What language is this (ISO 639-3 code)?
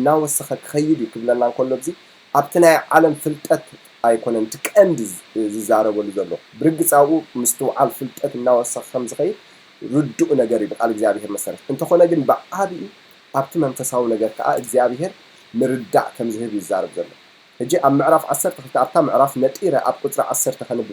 tir